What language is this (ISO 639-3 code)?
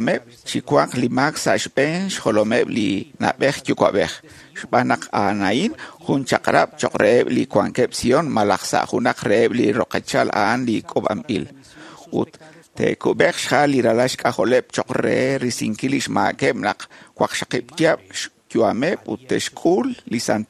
kek